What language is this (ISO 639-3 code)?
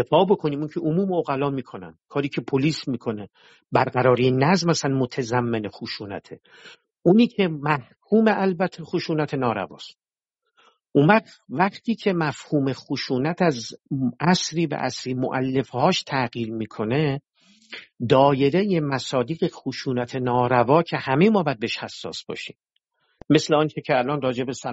fas